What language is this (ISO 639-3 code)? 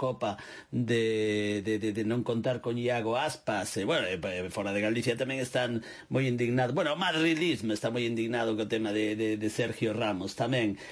glg